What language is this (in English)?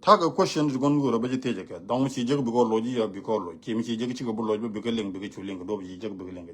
Nuer